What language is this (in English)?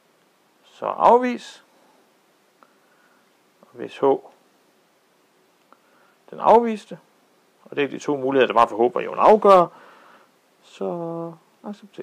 Danish